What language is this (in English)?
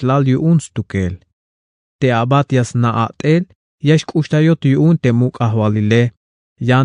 Tzeltal